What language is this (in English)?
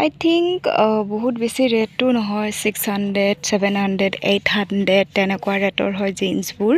Assamese